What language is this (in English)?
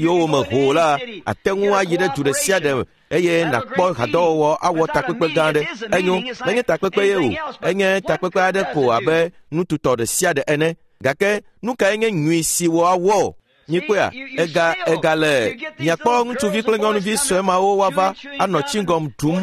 Ewe